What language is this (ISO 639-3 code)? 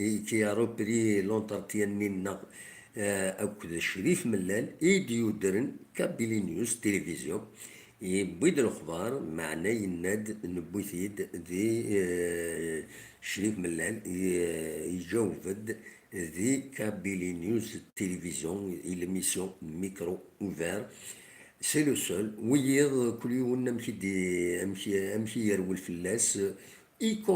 kab